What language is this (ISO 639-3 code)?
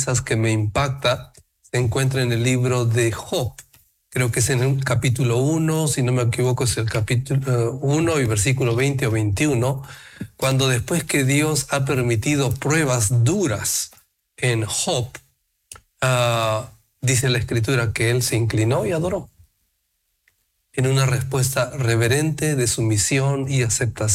spa